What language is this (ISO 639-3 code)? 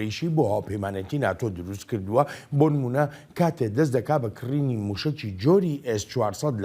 ckb